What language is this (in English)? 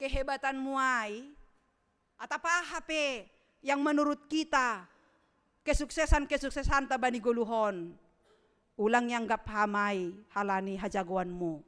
Batak Simalungun